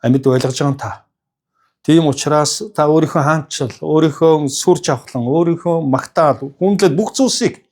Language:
Mongolian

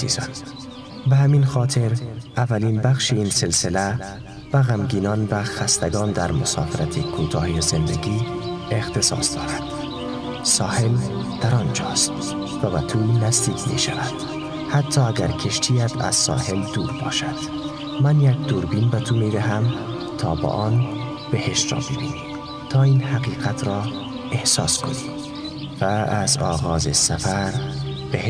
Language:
Tajik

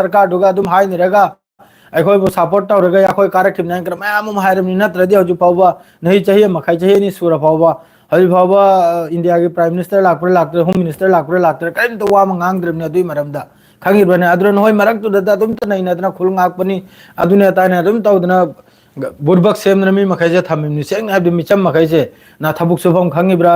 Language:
Manipuri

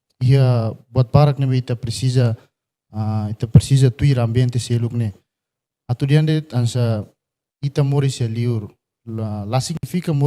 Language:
Tetum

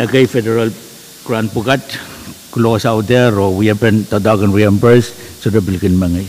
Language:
Pohnpeian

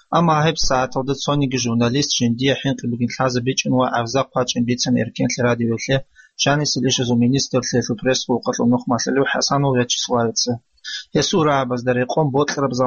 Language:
Avaric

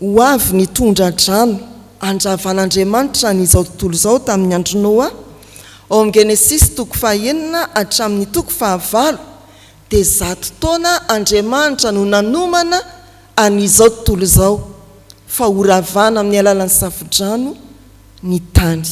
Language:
Malagasy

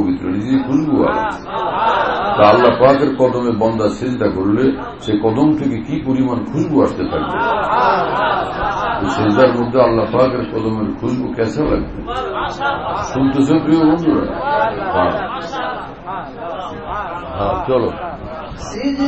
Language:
Bangla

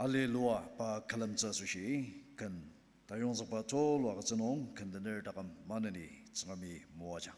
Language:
Ao Naga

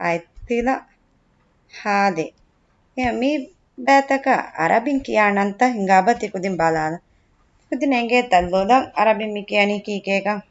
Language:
Divehi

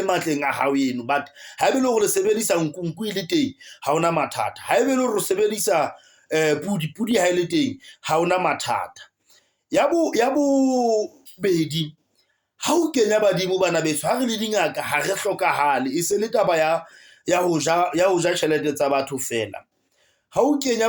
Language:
Southern Sotho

